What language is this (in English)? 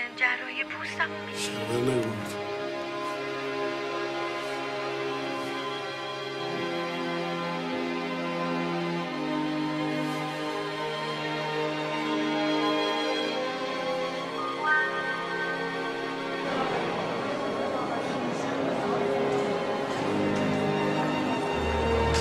Persian